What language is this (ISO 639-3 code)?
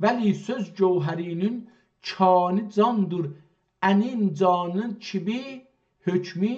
azb